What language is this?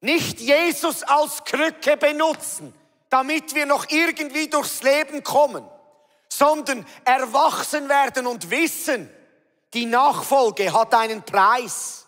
Swiss German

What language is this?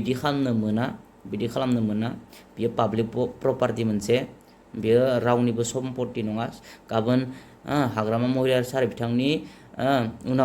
Bodo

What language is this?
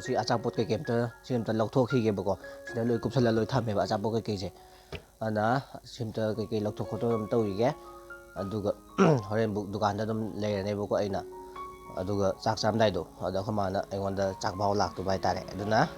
Manipuri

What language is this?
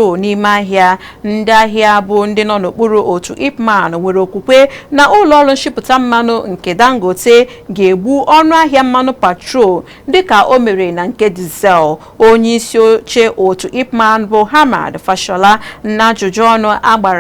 Igbo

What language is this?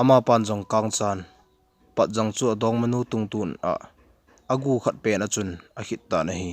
Thado Chin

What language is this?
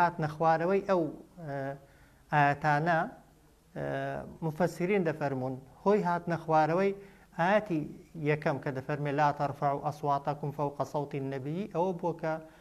Central Kurdish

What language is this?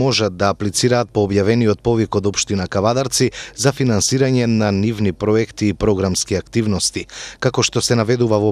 Macedonian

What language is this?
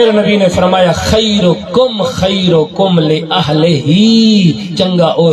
Saraiki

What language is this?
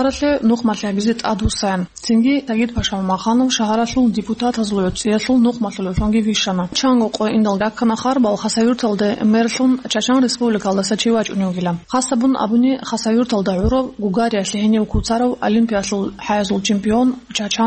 Avaric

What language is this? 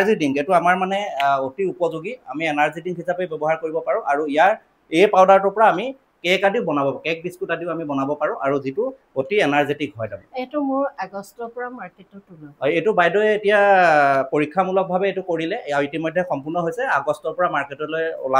Assamese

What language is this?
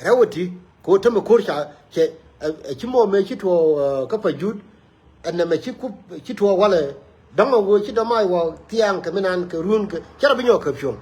Nuer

